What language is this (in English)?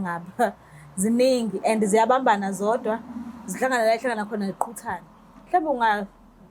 Zulu